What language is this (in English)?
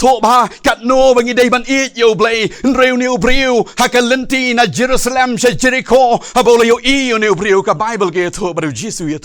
Khasi